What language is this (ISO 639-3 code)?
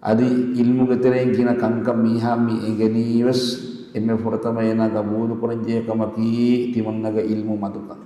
div